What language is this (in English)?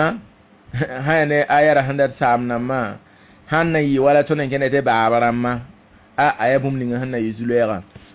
Mossi